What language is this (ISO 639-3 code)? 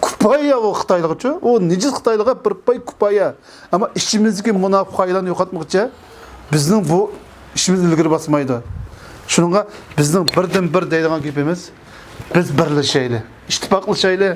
uig